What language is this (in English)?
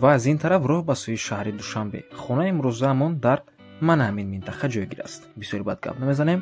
Tajik